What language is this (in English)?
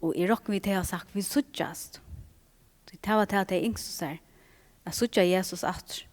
Faroese